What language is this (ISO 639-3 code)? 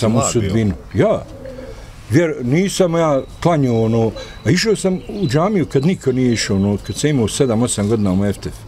bos